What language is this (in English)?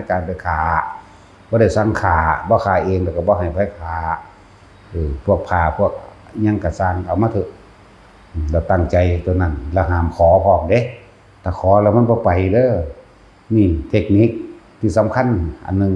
Northeastern Thai